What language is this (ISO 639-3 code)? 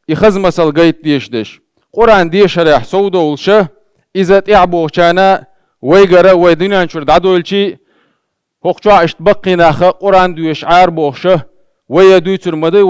che